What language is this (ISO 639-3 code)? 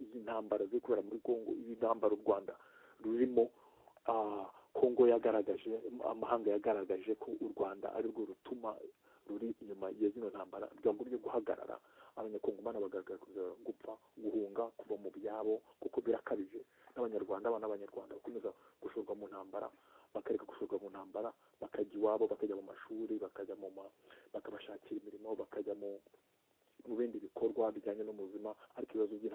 kin